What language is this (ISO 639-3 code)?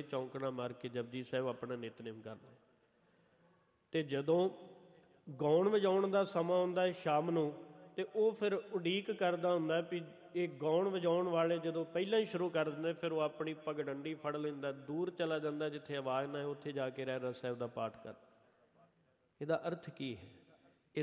pan